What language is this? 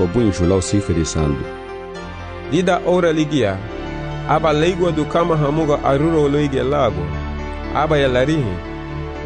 Garifuna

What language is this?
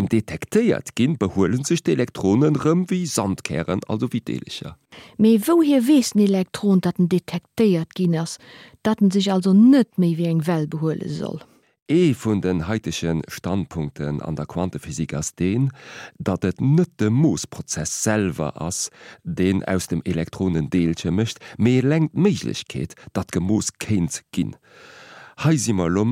Luxembourgish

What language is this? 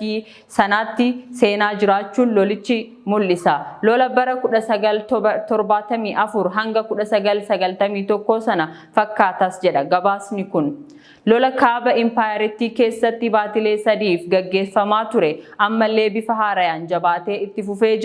Oromo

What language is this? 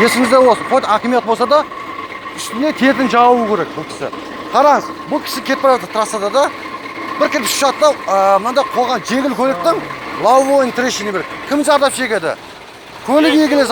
Kazakh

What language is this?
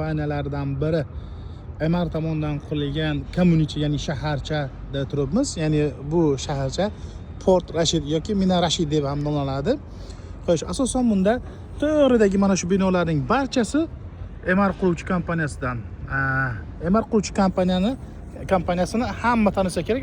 Uzbek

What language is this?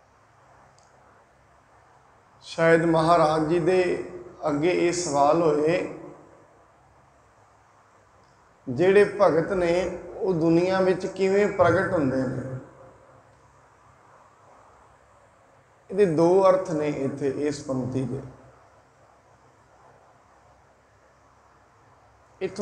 Punjabi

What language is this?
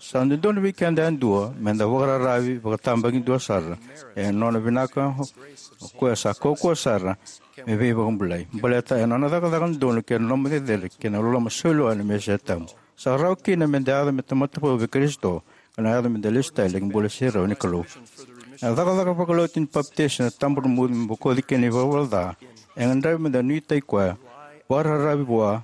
Fijian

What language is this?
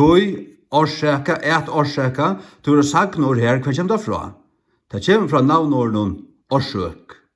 Faroese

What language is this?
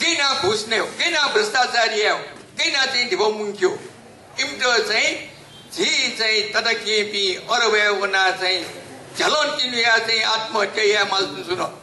Newari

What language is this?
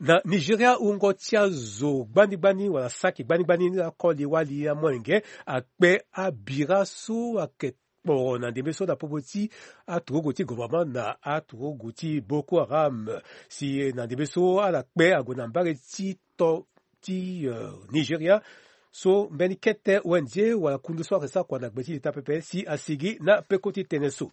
Sango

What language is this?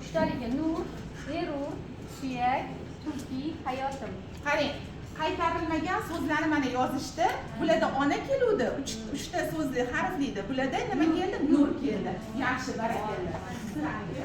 Uzbek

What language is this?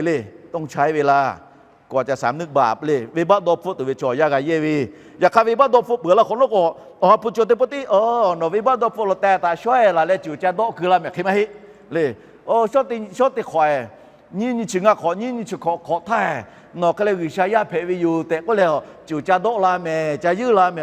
Lahu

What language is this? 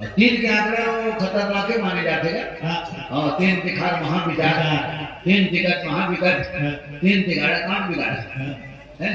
Chhattisgarhi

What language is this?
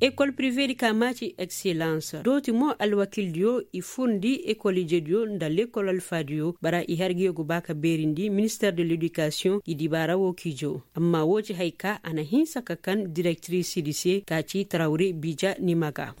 Koyraboro Senni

